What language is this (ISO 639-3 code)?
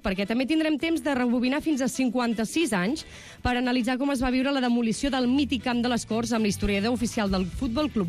cat